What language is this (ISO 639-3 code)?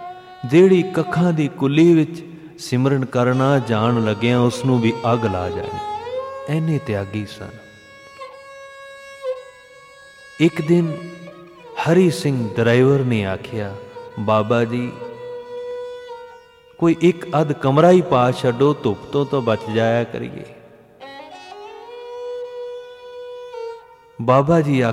pan